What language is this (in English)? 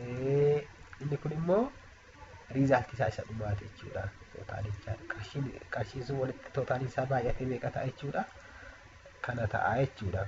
Oromo